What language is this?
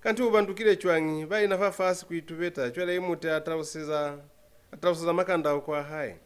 Lozi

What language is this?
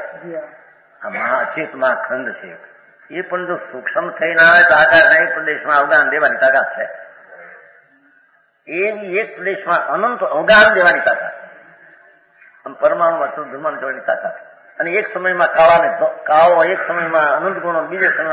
Gujarati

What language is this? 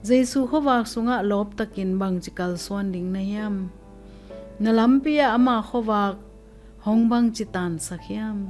Tedim Chin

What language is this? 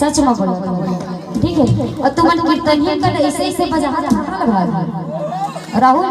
Chhattisgarhi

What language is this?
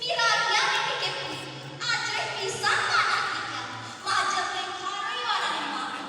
Balinese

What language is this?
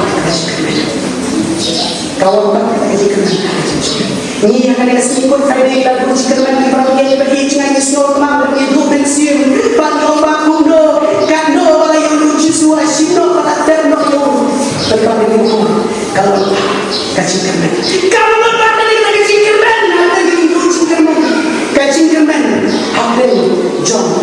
Khasi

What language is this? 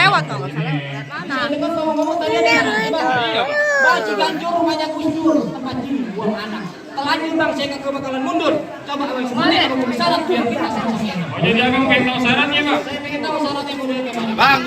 Betawi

